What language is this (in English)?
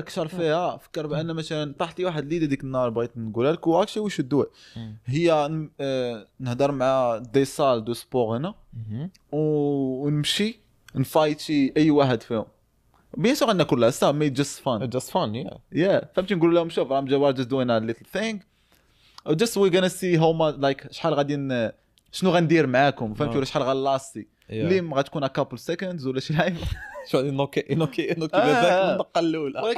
Moroccan Arabic